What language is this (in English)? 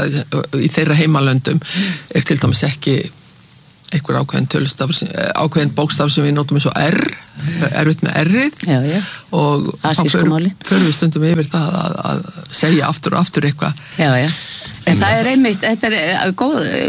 Icelandic